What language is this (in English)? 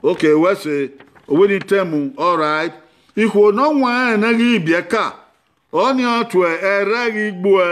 Bini